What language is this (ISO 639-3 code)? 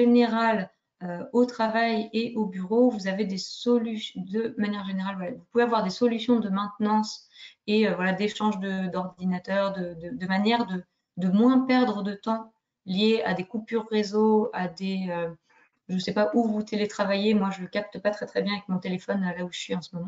fra